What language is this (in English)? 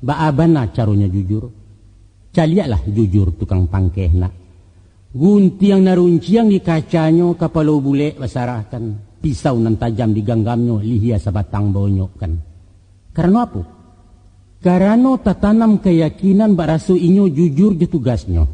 Minangkabau